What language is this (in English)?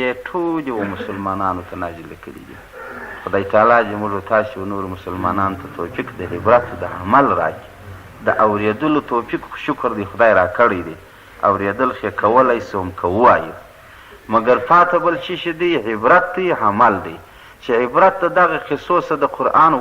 Pashto